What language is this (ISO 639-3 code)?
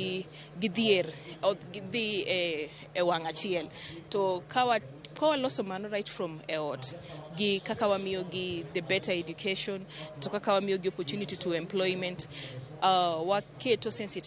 luo